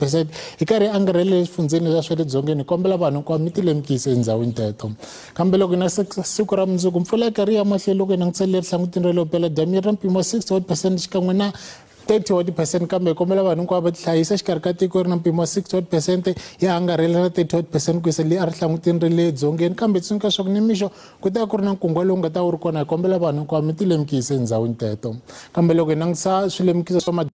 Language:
Tsonga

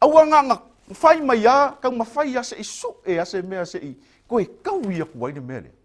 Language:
Samoan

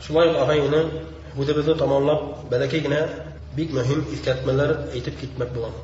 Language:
Bashkir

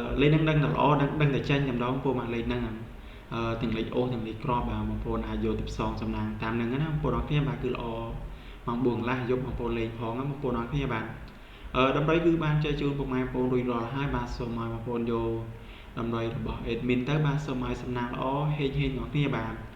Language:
Khmer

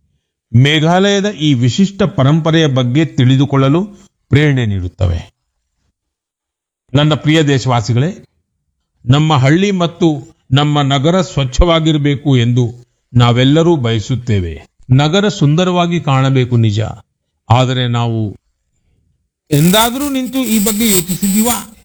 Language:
Kannada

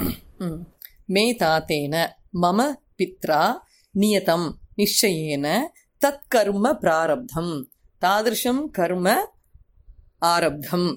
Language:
Sanskrit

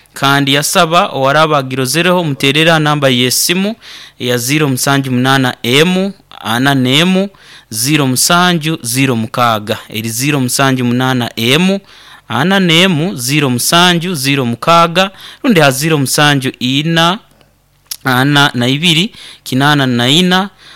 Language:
Nyoro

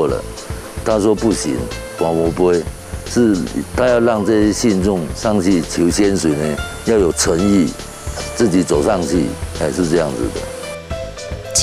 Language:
Chinese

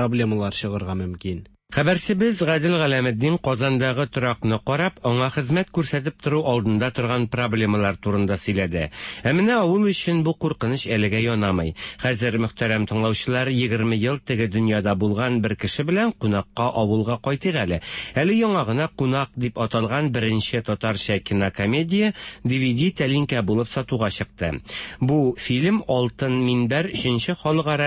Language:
Tatar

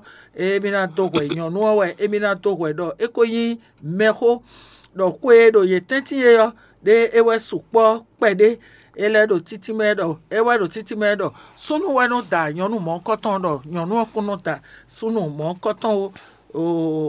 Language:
Fon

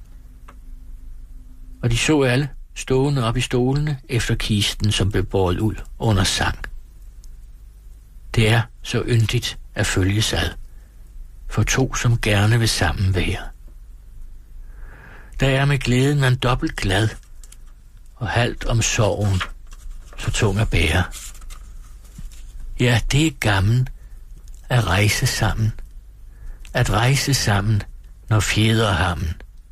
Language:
Danish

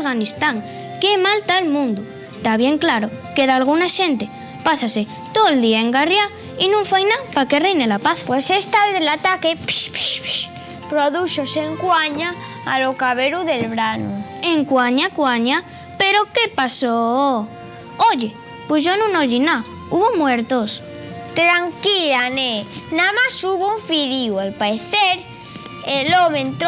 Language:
Asturian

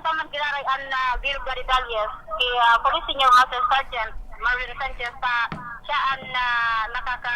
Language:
Bikol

